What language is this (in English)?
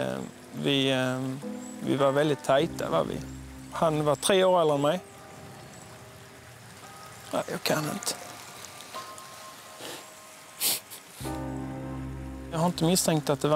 Swedish